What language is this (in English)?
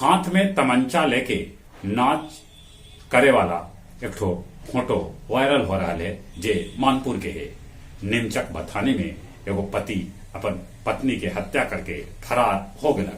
Magahi